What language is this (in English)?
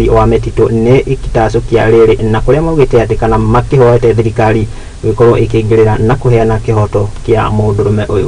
Kikuyu